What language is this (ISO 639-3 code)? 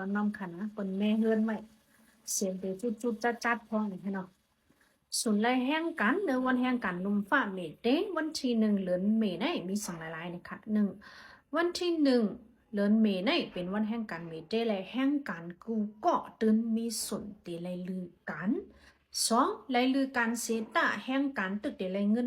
shn